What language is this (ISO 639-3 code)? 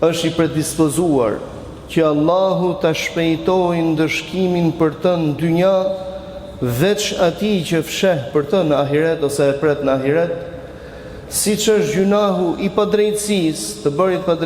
sqi